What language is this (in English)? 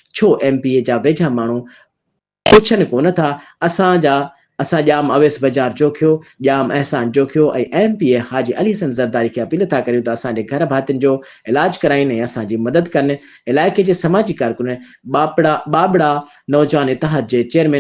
Sindhi